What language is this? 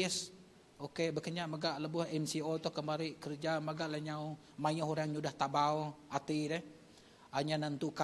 Iban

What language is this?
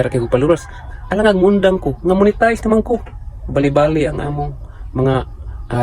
Cebuano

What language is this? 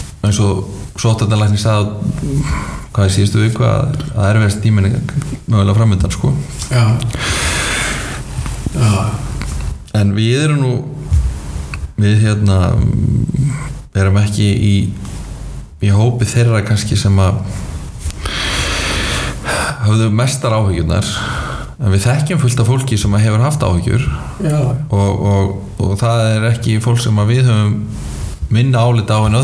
Icelandic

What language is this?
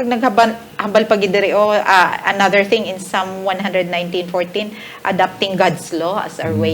Hiligaynon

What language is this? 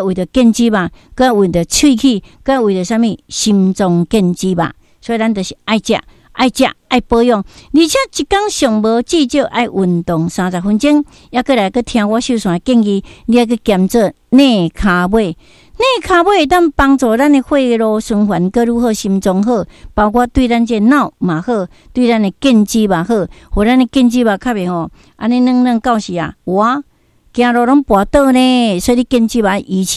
Min Nan Chinese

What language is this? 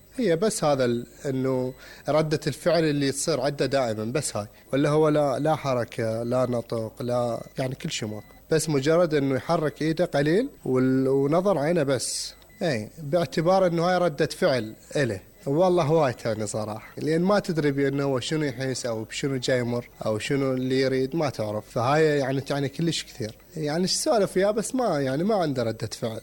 Mesopotamian Arabic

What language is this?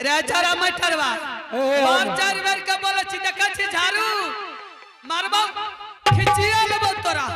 Angika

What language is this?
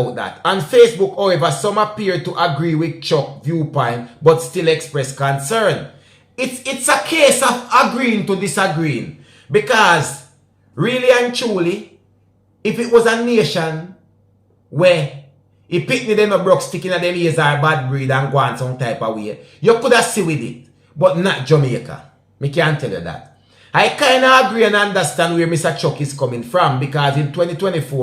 Jamaican Creole English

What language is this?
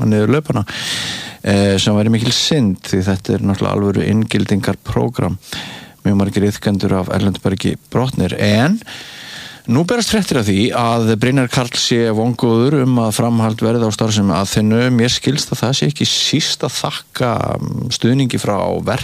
Icelandic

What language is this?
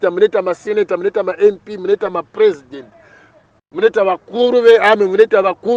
Shona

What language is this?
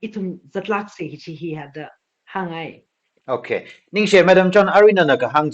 Tangkhul Naga (India)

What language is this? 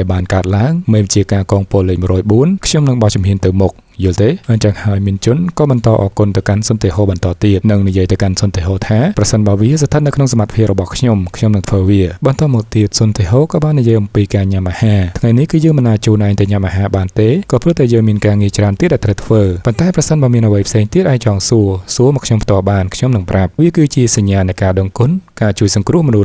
Khmer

